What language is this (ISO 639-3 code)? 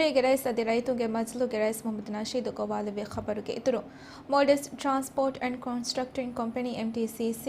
div